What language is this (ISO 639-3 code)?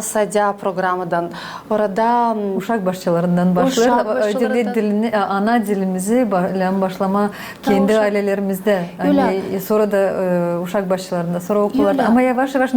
gag